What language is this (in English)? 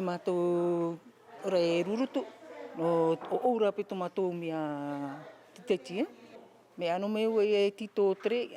Tahitian